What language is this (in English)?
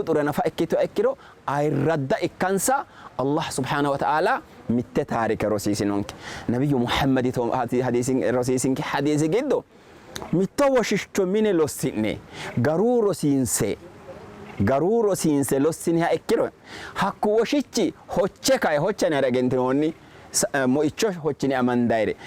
Sidamo